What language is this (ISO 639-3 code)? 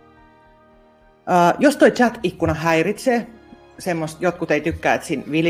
fin